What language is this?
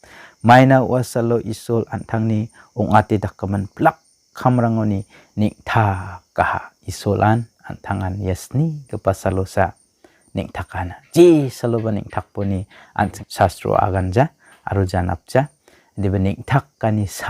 Garo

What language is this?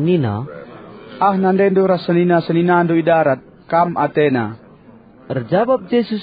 Batak Karo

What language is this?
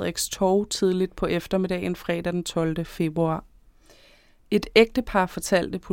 Danish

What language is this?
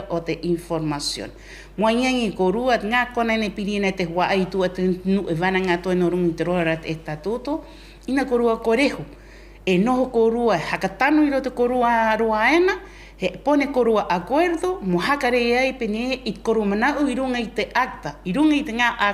Rapanui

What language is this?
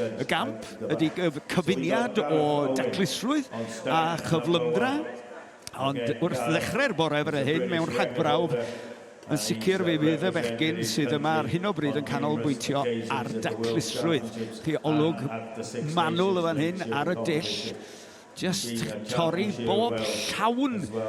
Welsh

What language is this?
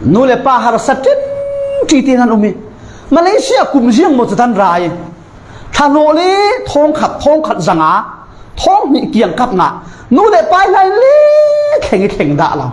Falam Chin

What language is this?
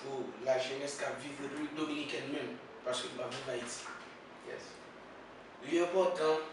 Haitian Creole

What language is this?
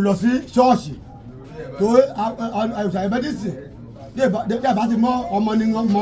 Yoruba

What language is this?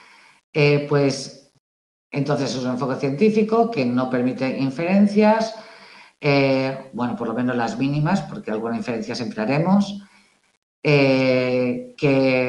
Spanish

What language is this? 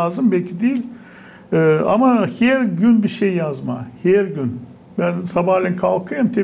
Gagauz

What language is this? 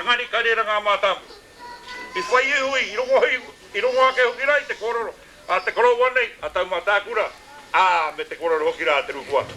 Māori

